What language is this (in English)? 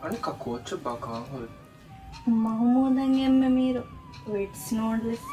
Divehi